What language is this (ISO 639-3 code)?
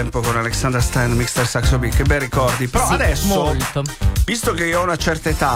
ita